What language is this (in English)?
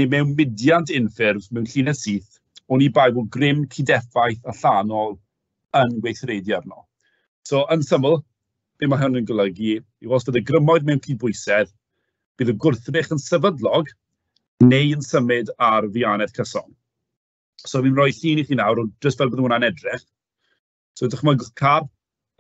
Welsh